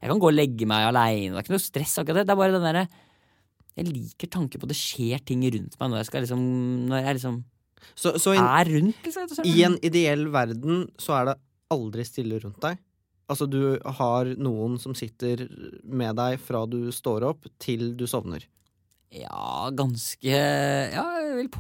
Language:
Norwegian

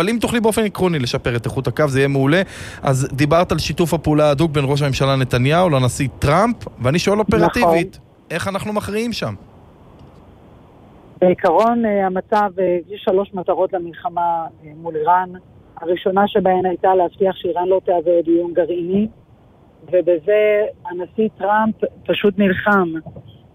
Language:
Hebrew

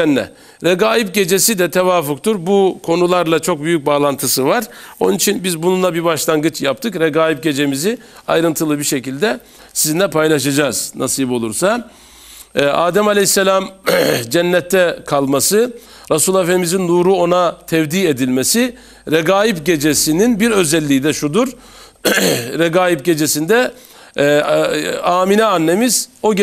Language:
Turkish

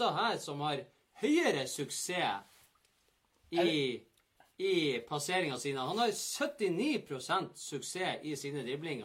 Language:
Norwegian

